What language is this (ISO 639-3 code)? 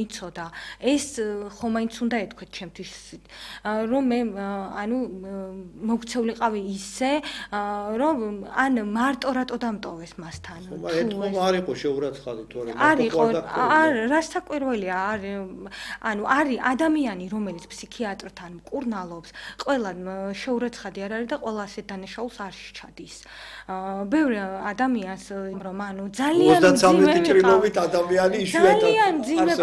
kat